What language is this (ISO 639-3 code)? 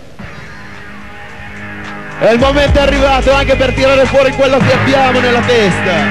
ita